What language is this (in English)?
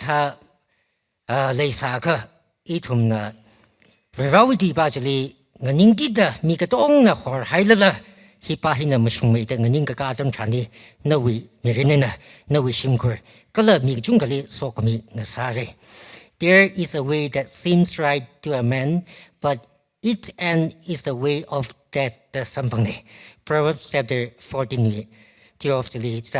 Tangkhul Naga (India)